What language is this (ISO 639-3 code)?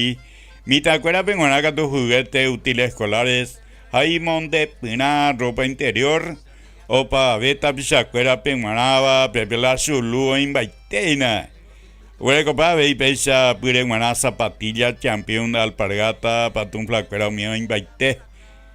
grn